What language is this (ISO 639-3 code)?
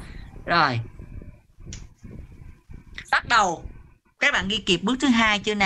vie